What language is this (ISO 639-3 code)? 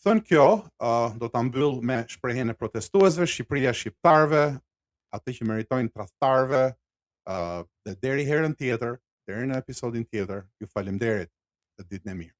sqi